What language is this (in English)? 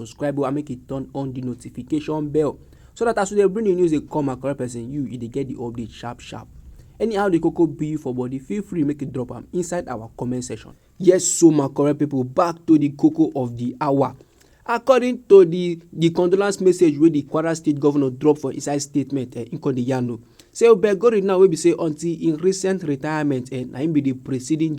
Nigerian Pidgin